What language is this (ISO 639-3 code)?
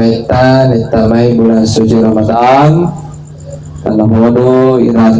bug